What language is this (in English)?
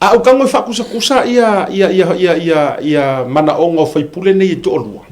Samoan